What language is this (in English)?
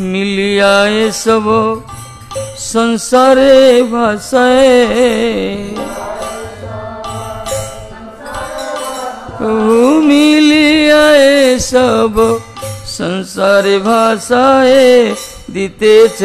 Odia